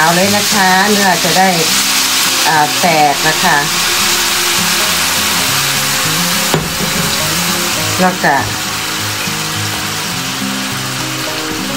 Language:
Thai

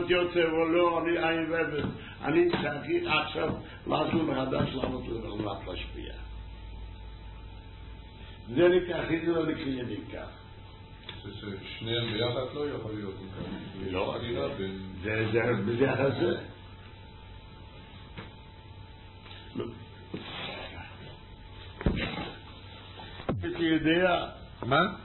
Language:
Hebrew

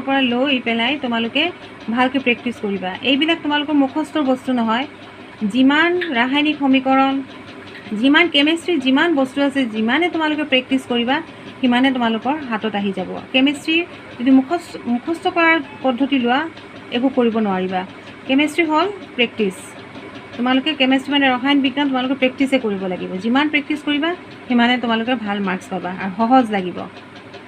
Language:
Assamese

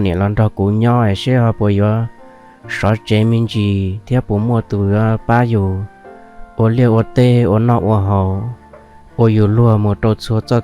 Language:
Hmong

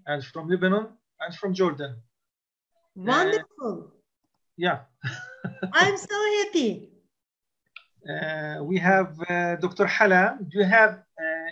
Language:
English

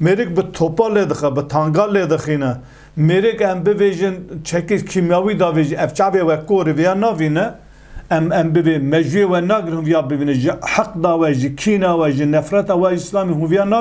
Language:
Kurdish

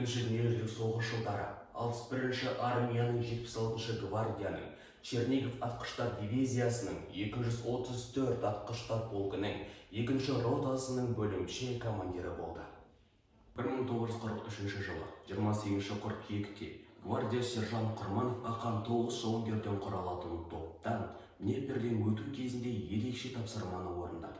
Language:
Kazakh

